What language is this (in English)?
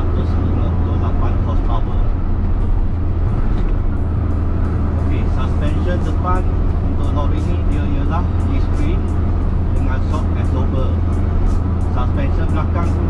Malay